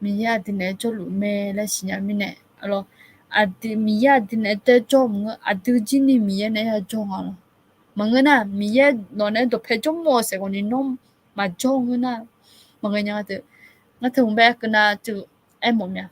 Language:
Akha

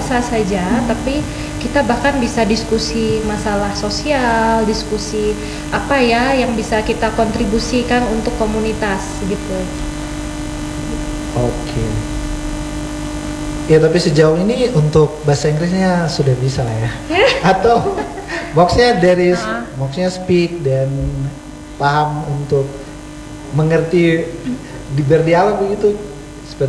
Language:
Indonesian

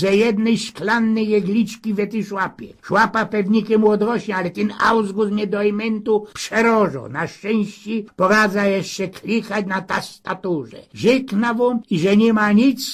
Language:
Silesian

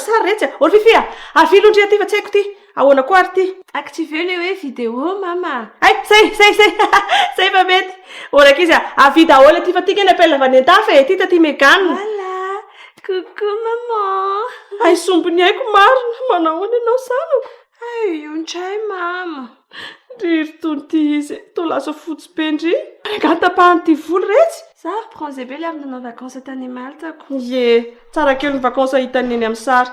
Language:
Malagasy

